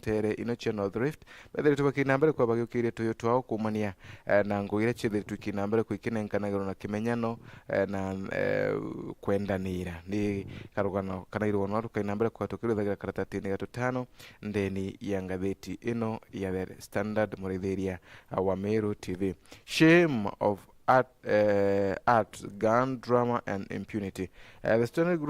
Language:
Meru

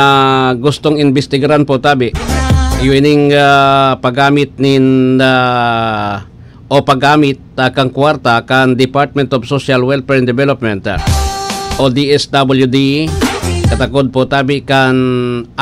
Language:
Bikol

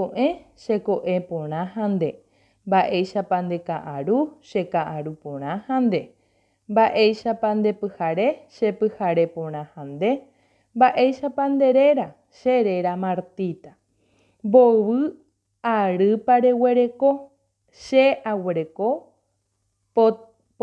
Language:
Guarani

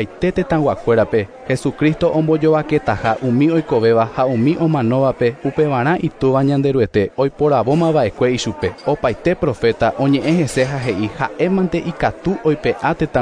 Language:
Guarani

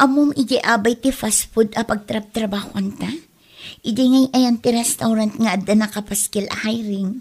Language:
Iloko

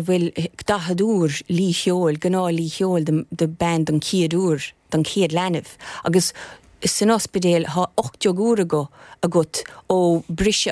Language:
Irish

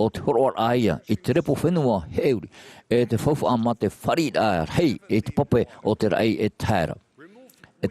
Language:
Tahitian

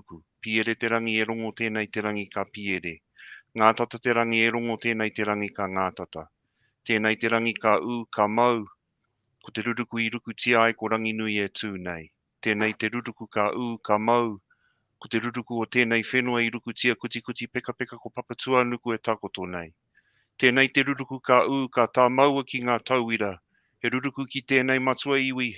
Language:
Māori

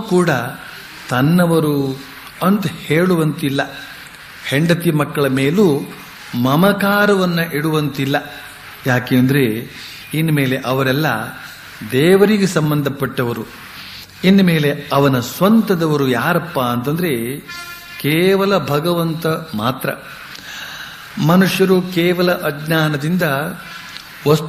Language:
Kannada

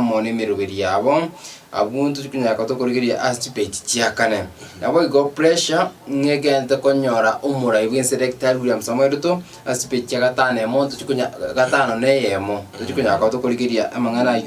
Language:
Gusii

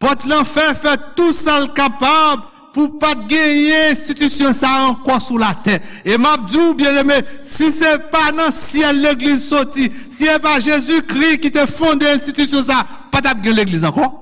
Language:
Haitian Creole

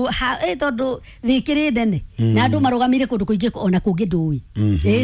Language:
Kikuyu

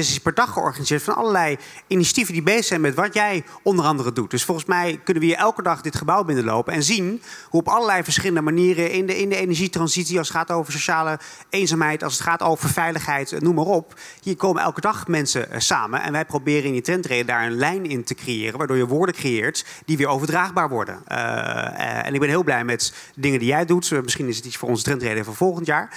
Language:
Dutch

